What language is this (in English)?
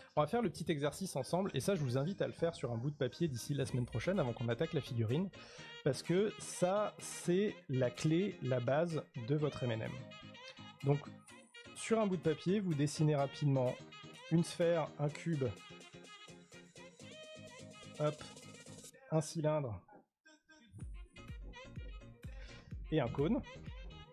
French